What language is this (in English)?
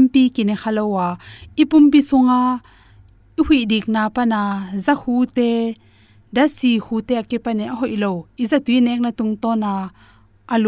Tedim Chin